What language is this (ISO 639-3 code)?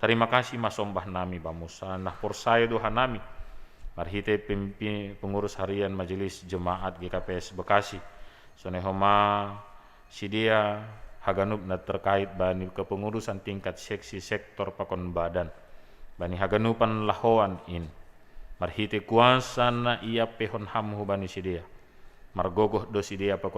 bts